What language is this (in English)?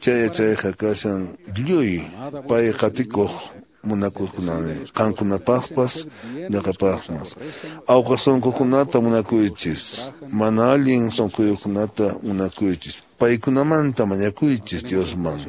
Quechua